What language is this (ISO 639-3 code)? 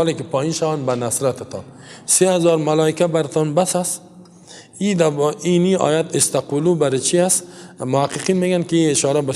fas